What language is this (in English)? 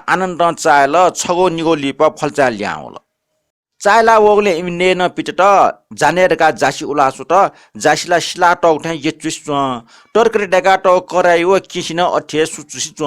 Newari